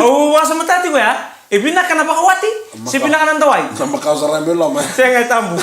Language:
Fijian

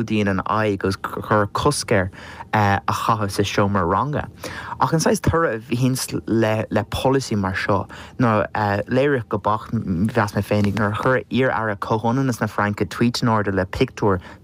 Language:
Irish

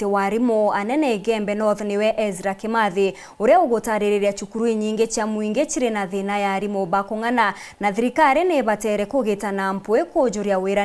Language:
Meru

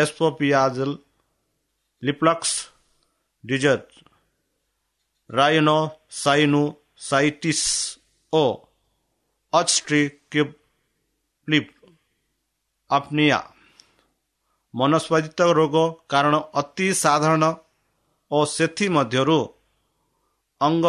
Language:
Odia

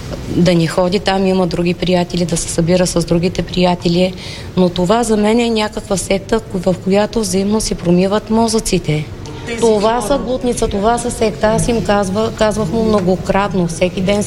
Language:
Bulgarian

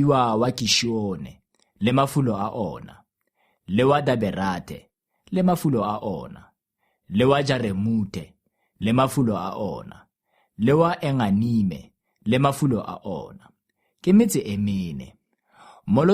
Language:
Tswana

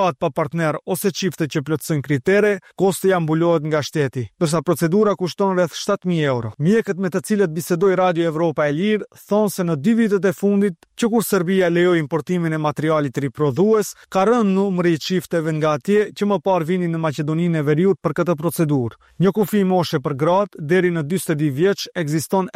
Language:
Albanian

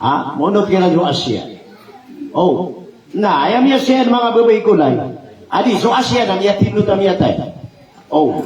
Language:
Maranao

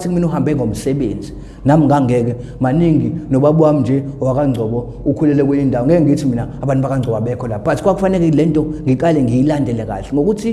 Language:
Zulu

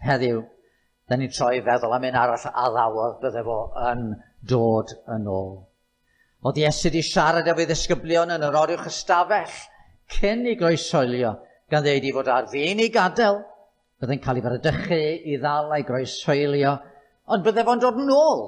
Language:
Welsh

